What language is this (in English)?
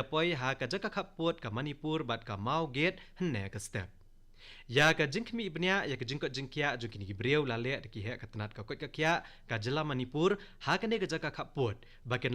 Khasi